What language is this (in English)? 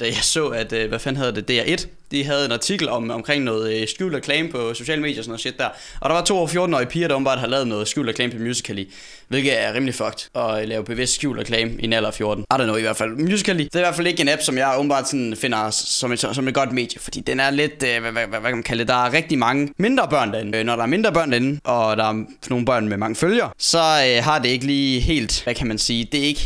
Danish